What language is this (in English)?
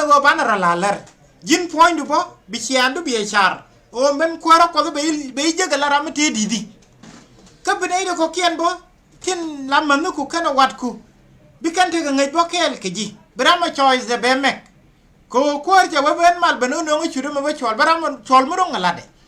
Nuer